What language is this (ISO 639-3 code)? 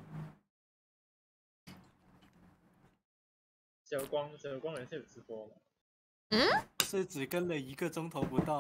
zho